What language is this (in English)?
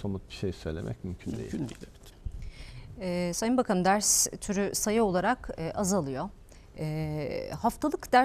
Turkish